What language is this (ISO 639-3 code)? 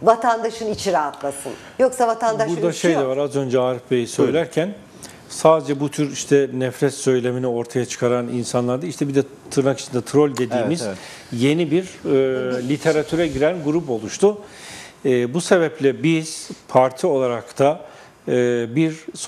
tur